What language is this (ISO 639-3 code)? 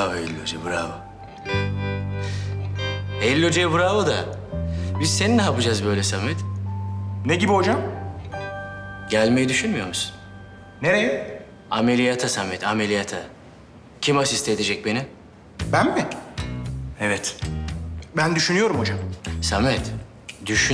tur